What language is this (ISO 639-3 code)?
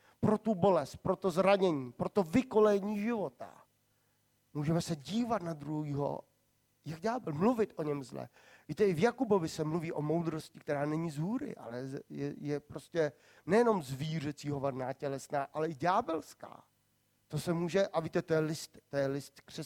ces